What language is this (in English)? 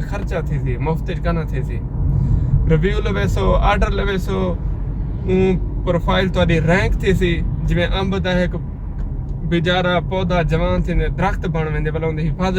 Saraiki